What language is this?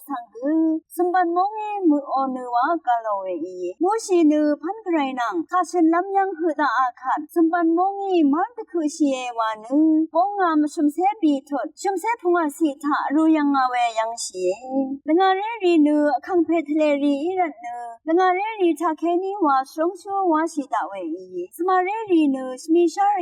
Rawang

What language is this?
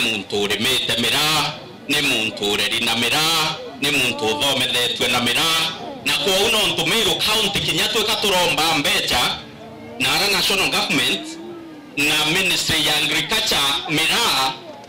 Meru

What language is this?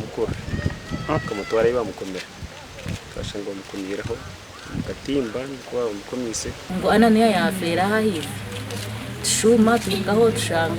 Nyankole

